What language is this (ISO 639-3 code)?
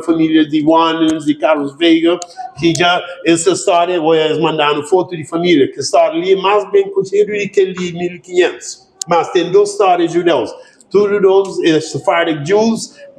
kea